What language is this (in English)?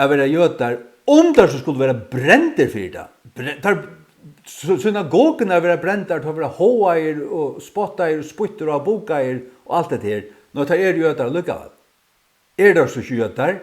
Faroese